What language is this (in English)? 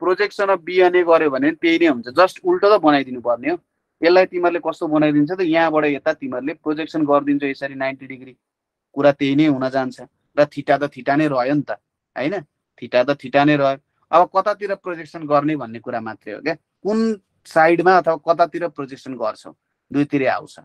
Nepali